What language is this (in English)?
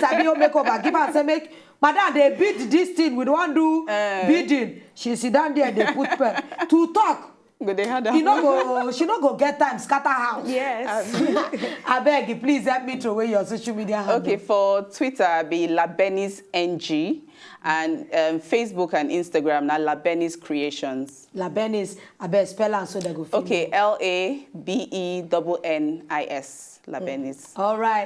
Nigerian Pidgin